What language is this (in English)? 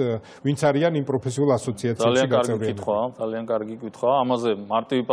Georgian